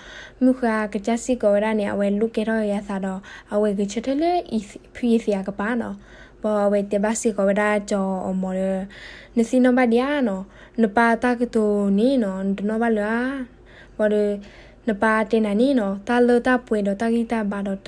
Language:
S'gaw Karen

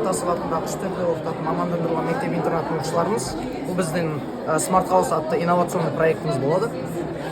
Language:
Kazakh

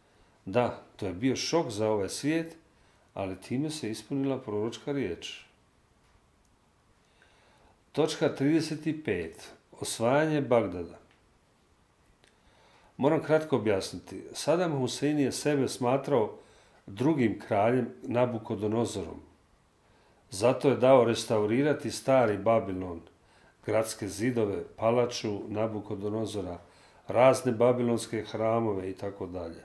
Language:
Croatian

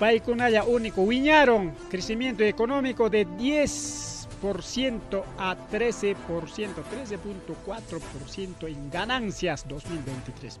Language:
Ayacucho Quechua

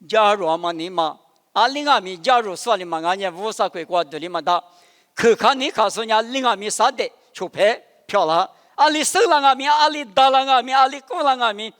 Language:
Lisu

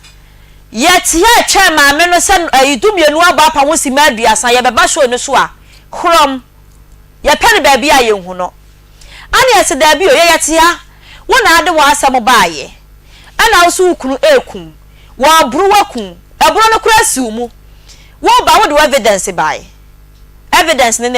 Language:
Akan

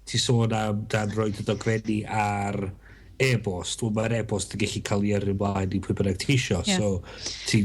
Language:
Welsh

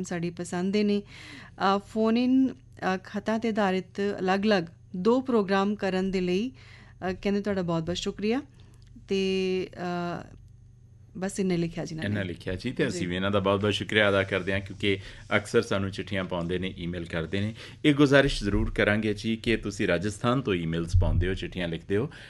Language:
Punjabi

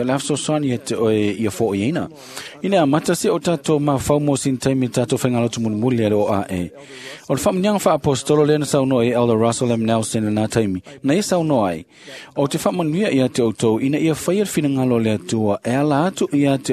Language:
Samoan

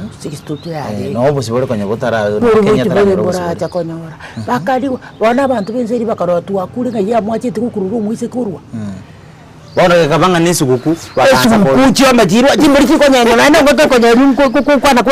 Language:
Gusii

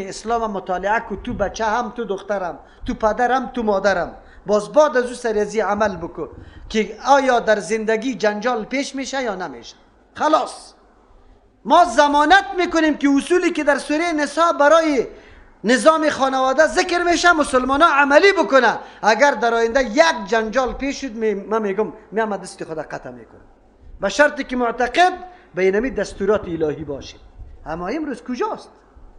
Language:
Persian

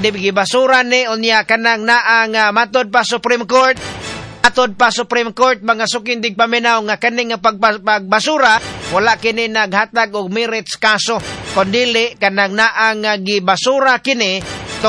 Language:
Cebuano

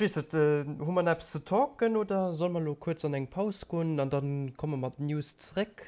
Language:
Luxembourgish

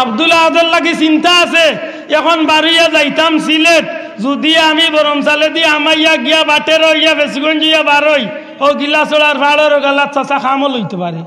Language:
Sylheti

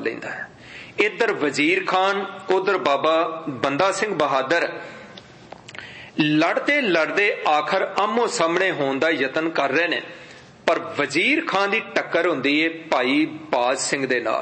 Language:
Punjabi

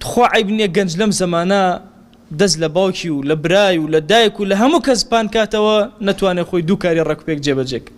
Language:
Central Kurdish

